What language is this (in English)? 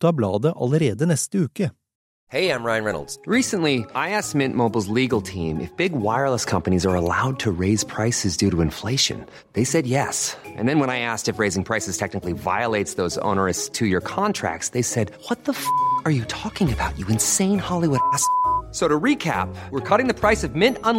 Norwegian